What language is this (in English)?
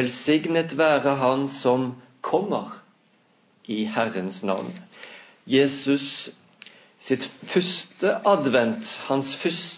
Norwegian